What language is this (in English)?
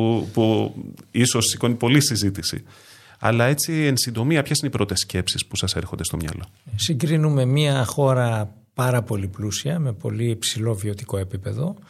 Greek